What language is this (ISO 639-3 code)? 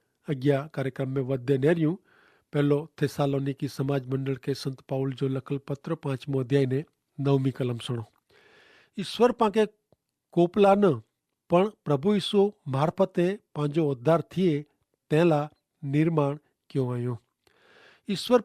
kfr